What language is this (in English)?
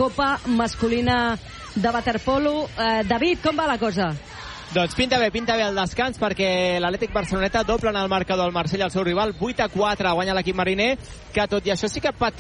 Catalan